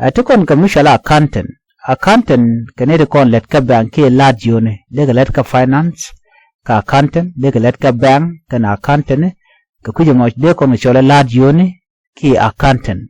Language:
Nuer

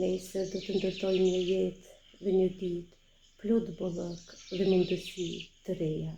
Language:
Albanian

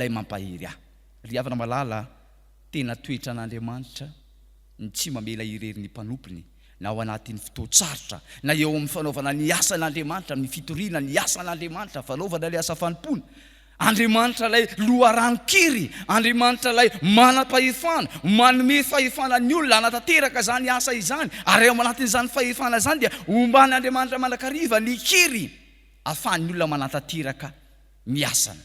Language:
Malagasy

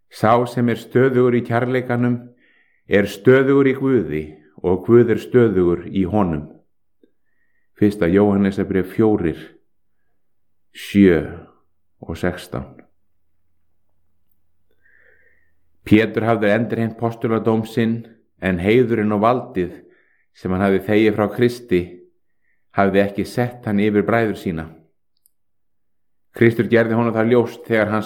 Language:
Icelandic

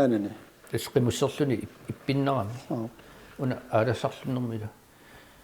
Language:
Kalaallisut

